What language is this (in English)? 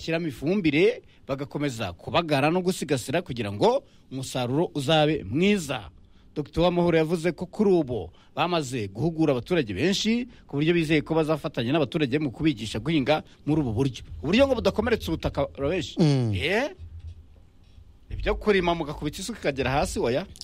Kinyarwanda